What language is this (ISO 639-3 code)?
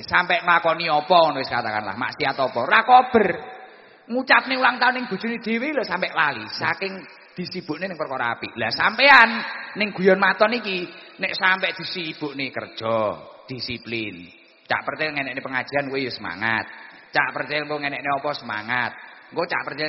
jav